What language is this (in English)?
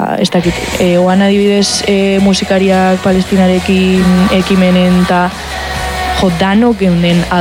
Basque